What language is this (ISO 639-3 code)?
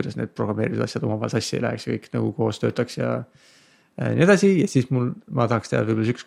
est